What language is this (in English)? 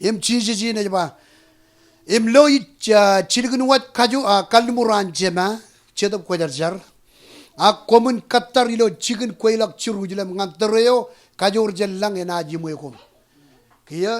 Marshallese